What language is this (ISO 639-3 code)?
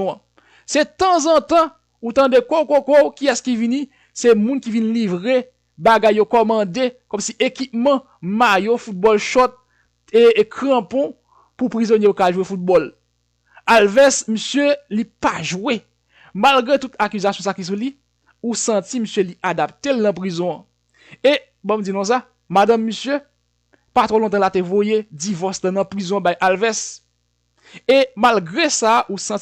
hat